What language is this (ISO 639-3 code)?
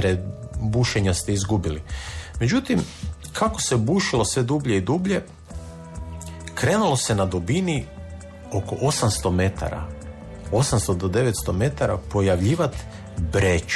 hrv